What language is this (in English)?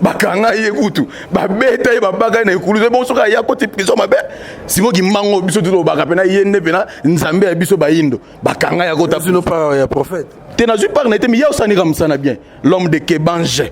Lingala